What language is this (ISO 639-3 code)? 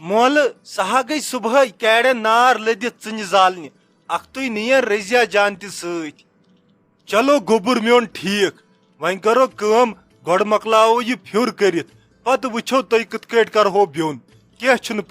kas